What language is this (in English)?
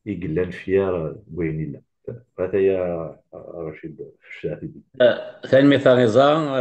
Kabyle